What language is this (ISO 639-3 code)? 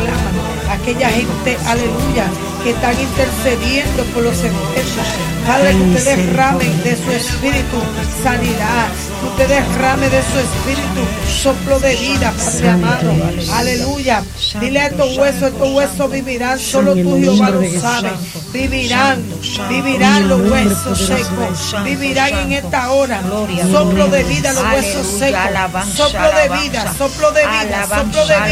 spa